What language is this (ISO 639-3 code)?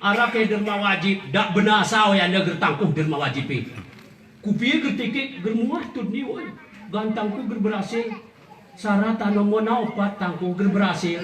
gay